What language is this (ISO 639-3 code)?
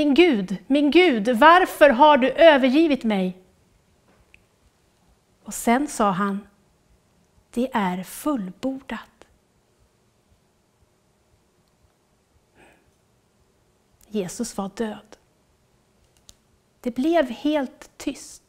swe